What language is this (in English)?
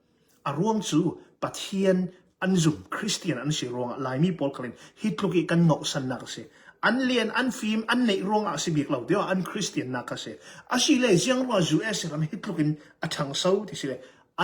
Hakha Chin